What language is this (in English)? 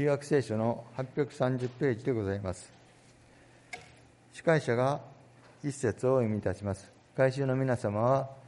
Japanese